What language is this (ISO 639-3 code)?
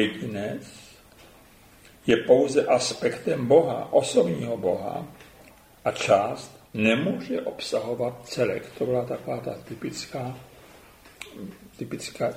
ces